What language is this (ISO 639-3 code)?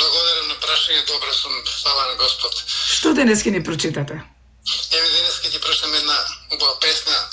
mkd